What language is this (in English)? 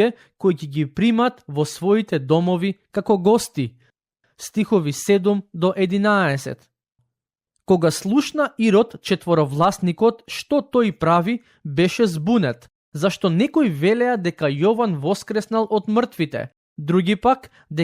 Macedonian